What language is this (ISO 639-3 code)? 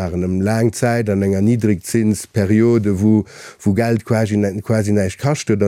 ltz